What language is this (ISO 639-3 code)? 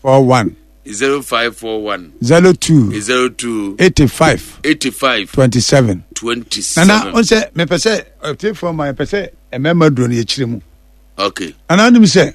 aka